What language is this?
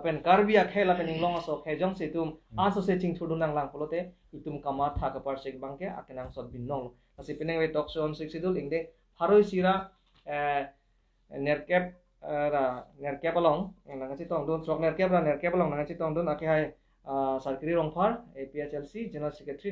Karbi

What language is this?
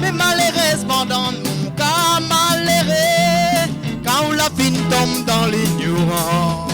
Réunion Creole French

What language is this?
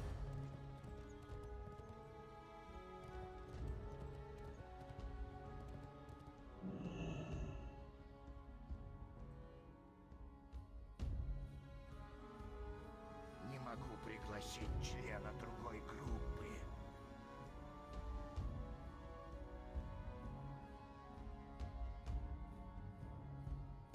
Russian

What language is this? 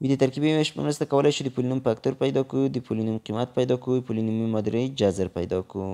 Pashto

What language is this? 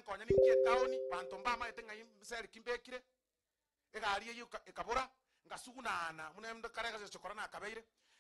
Gusii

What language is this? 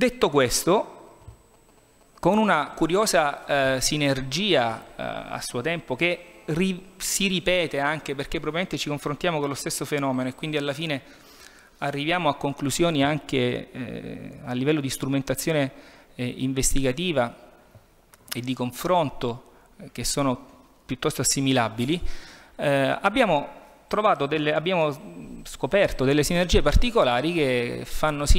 Italian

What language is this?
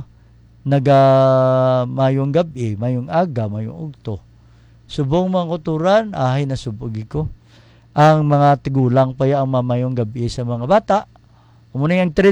Hiligaynon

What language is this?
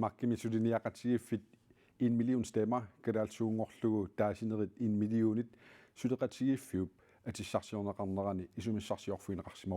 Kalaallisut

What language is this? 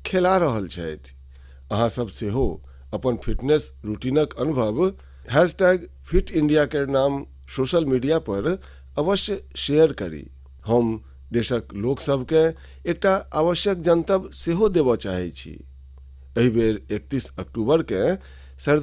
Maithili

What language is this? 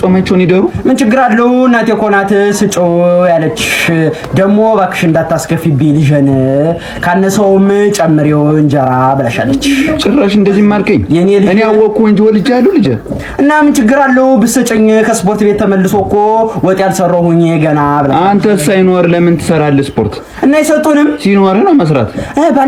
Amharic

